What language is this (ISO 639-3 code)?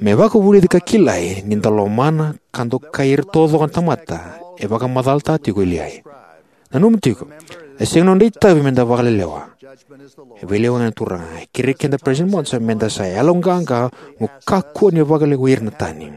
fij